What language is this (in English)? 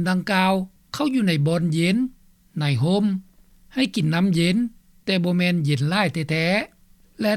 Lao